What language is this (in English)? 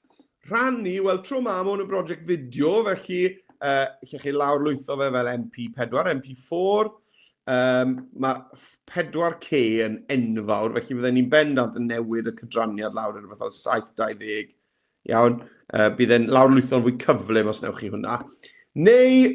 Welsh